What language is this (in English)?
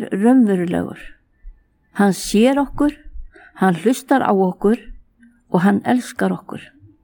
Icelandic